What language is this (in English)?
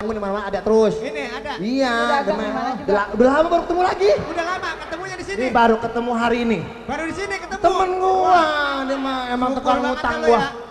Betawi